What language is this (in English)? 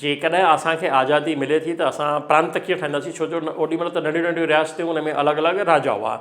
Sindhi